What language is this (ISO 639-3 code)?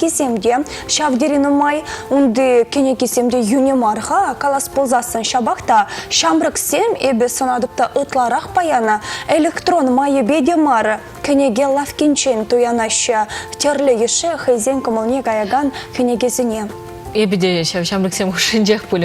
chv